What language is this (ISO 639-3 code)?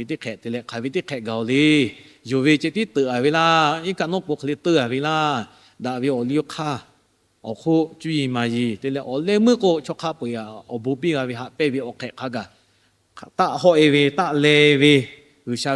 lhu